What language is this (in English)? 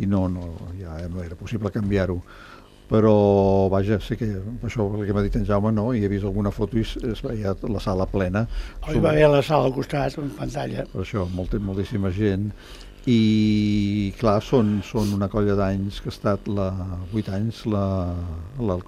Catalan